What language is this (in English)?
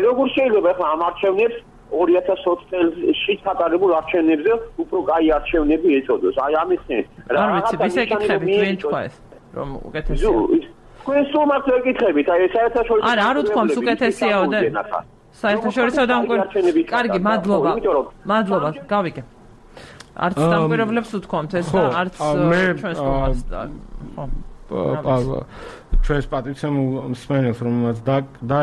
Georgian